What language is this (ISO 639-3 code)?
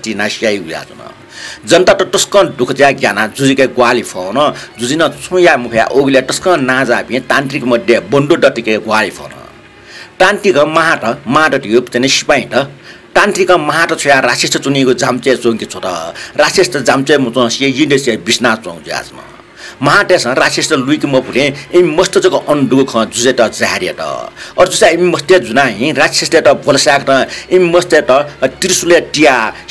new